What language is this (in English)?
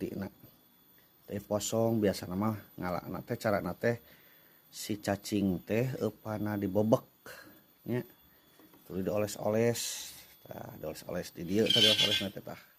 Sundanese